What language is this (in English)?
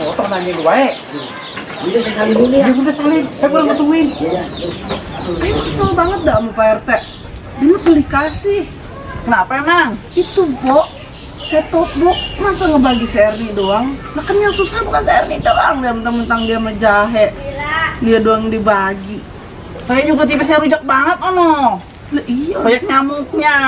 Betawi